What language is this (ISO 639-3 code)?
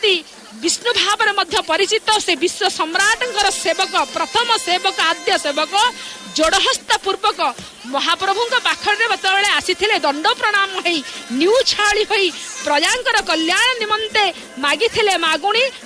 ori